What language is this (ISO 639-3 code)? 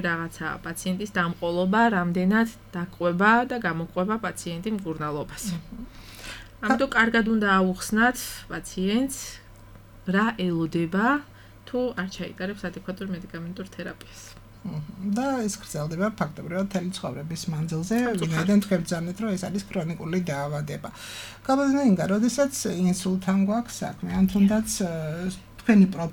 kat